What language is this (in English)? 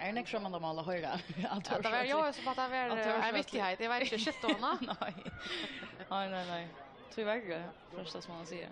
Faroese